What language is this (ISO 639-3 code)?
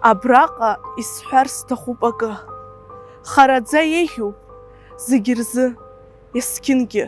abk